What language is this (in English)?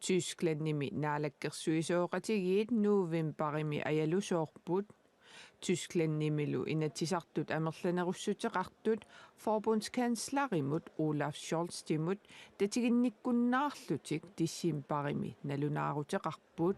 Kalaallisut